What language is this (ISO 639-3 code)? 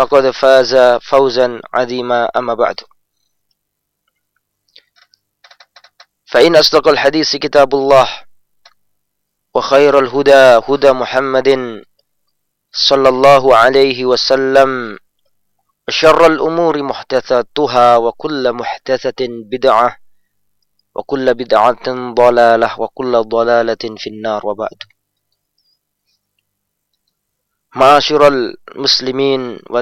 ind